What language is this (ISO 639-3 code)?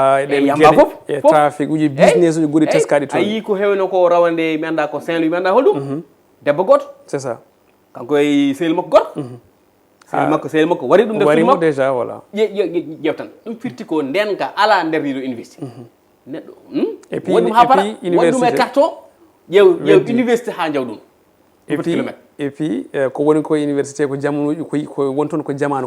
ful